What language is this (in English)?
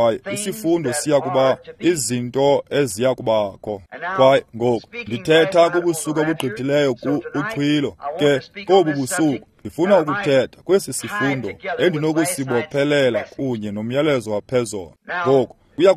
Xhosa